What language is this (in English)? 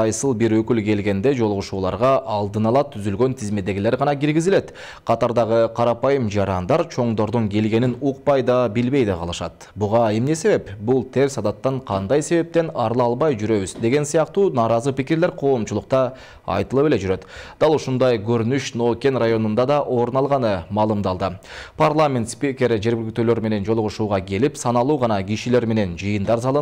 Kyrgyz